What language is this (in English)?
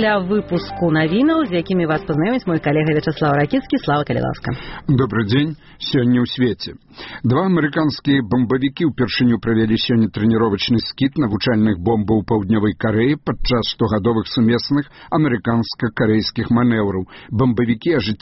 Belarusian